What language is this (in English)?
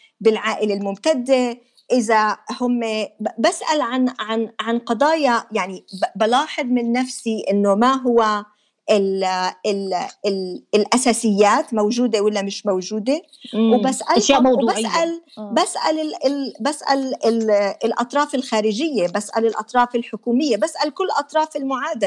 North Levantine Arabic